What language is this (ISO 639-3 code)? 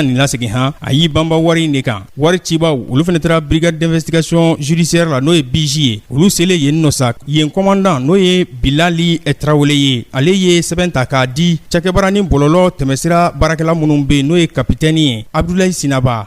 bam